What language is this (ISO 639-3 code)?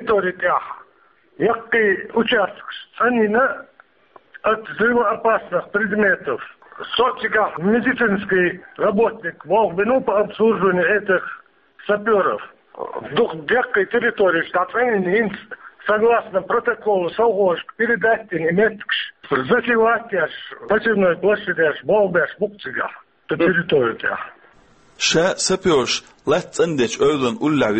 che